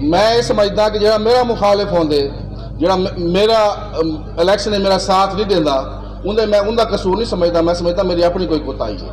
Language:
Saraiki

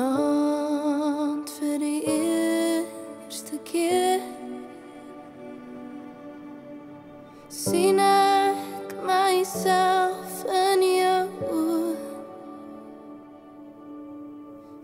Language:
Afrikaans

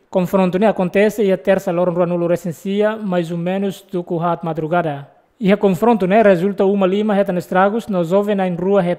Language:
Tetum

